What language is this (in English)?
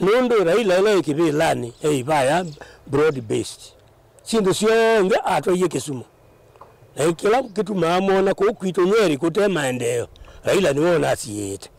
Kamba